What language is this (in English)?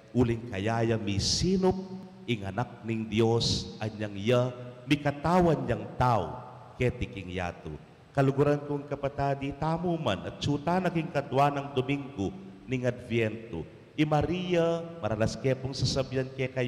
Pampanga